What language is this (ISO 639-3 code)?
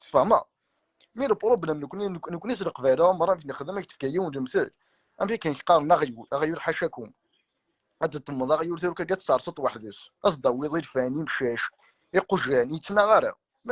kab